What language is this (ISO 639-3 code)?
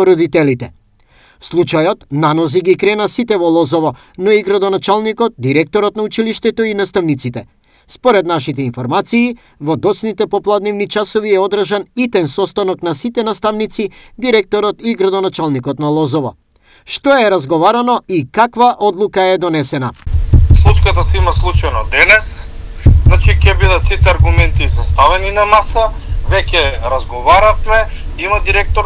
mkd